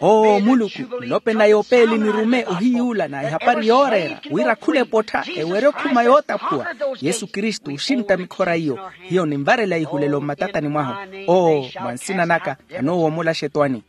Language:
Makhuwa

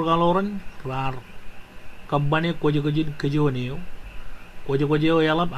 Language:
Marshallese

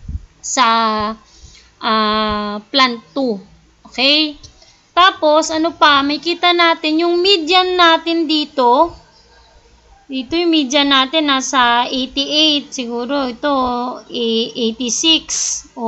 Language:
Filipino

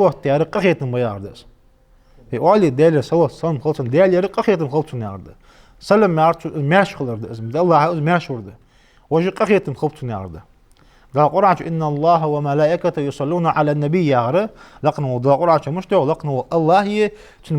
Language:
Ingush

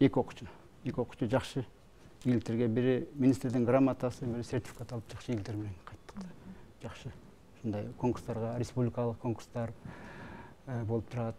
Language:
Kyrgyz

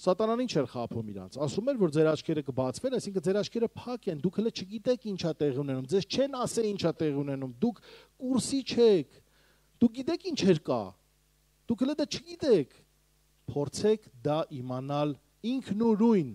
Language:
Armenian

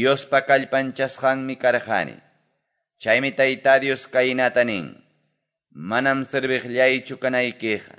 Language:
Quechua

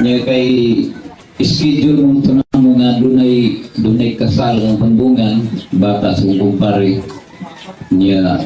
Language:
Cebuano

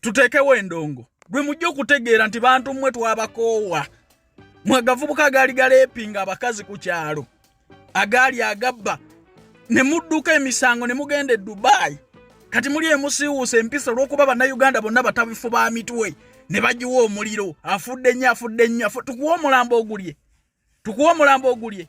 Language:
Ganda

